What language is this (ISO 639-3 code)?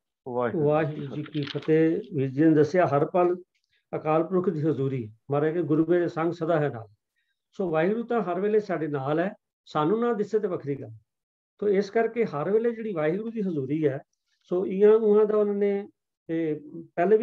pan